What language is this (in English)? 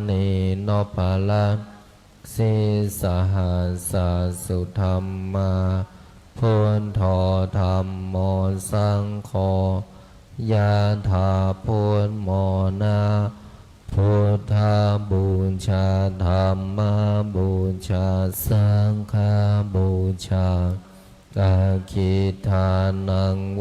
Pali